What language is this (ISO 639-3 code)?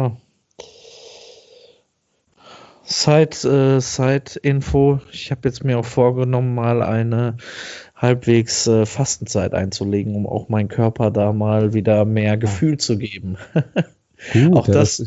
deu